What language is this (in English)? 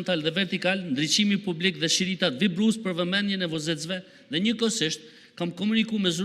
Albanian